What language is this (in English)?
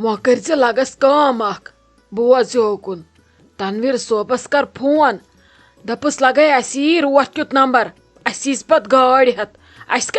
Kashmiri